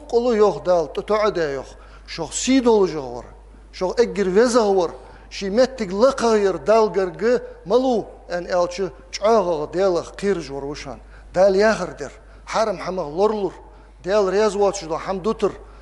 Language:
Ingush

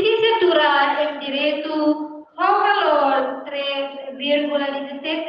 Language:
Tetum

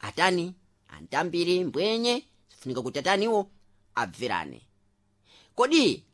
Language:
Sena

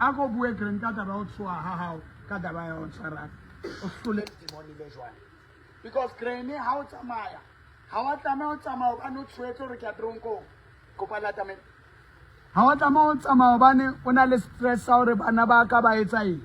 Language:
Southern Sotho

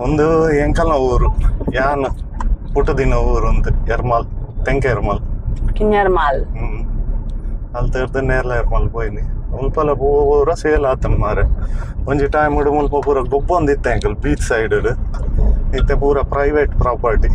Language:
Tulu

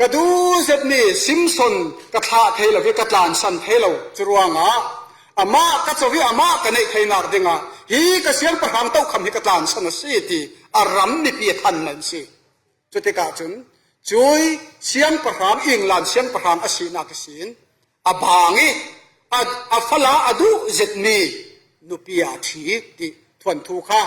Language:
Falam Chin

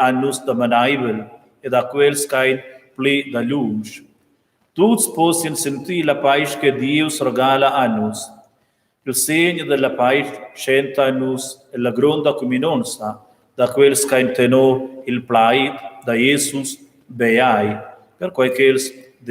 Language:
Romansh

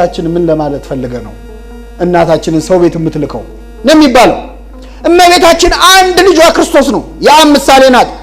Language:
Amharic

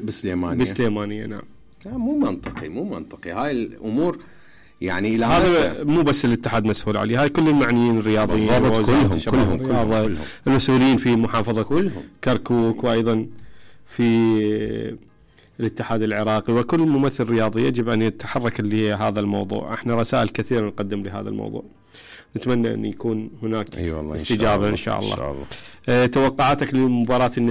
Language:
Mesopotamian Arabic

